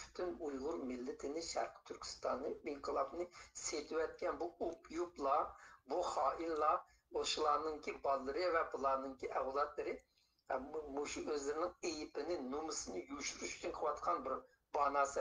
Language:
Uyghur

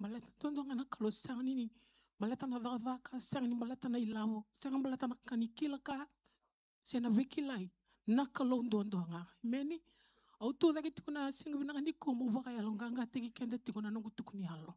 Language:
Fijian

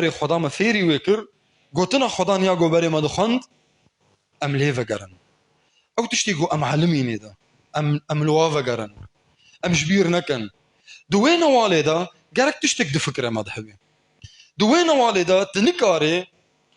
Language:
Kurdish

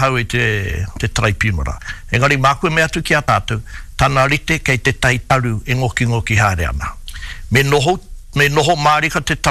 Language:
Māori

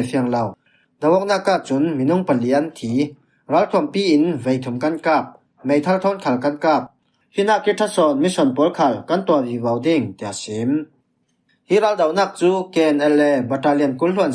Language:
Falam Chin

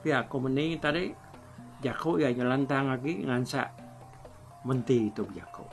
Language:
Iban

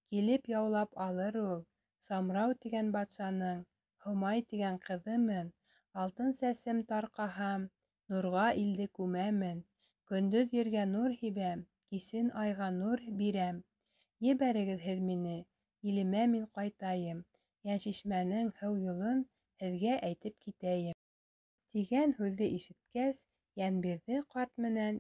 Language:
Bashkir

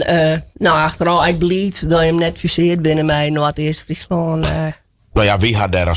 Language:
Western Frisian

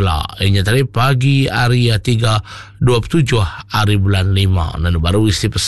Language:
Iban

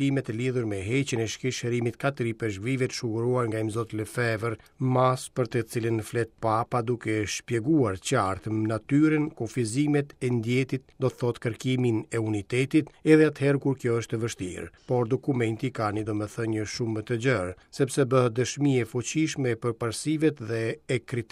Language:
Albanian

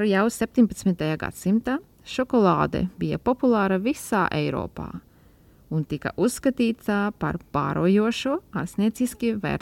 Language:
Latvian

